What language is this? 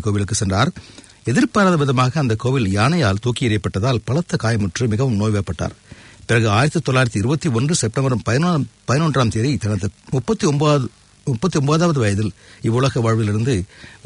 Tamil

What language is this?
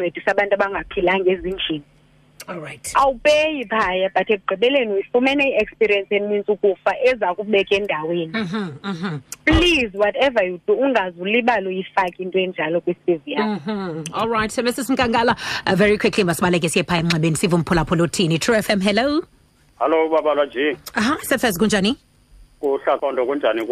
Xhosa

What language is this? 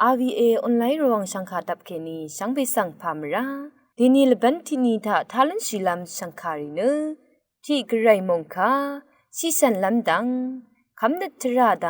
Rawang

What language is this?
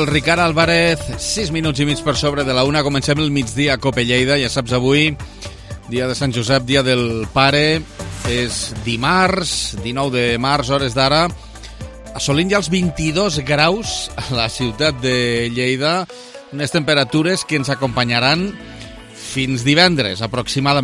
Catalan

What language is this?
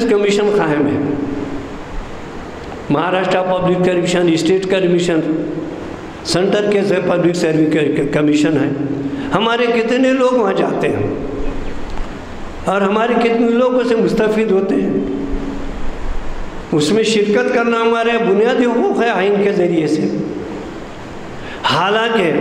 Urdu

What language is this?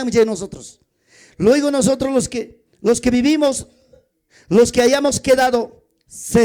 Ayacucho Quechua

